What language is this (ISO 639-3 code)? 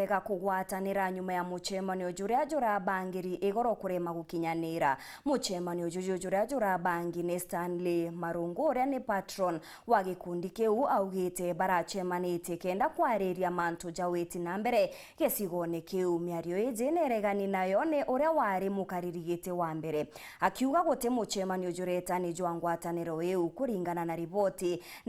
mer